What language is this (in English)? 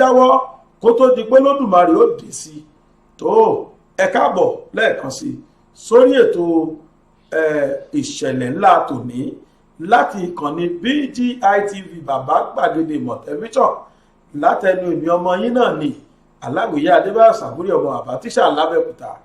Yoruba